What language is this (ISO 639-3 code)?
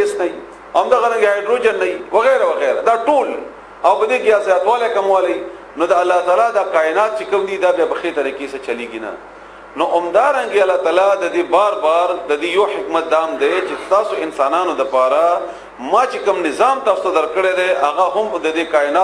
pus